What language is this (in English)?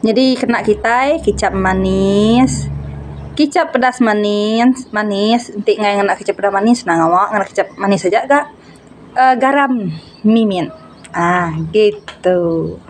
Iban